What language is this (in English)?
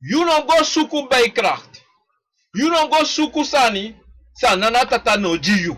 Sranan Tongo